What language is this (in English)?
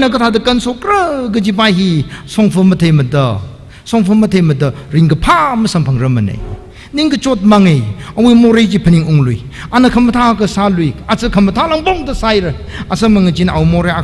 Tangkhul Naga (India)